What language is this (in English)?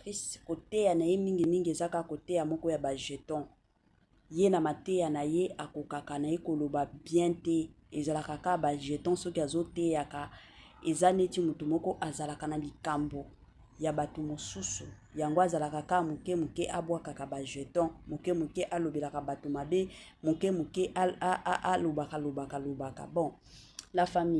Lingala